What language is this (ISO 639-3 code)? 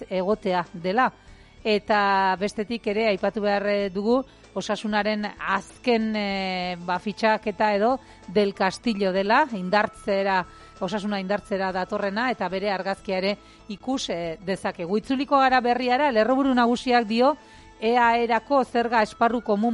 eus